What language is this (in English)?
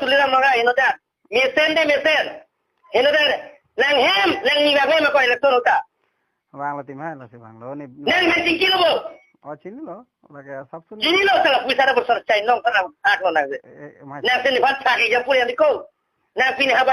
Karbi